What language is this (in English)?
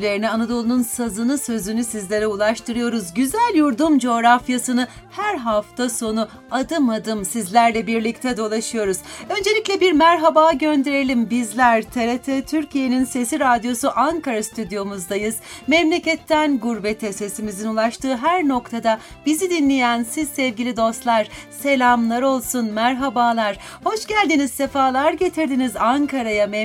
Turkish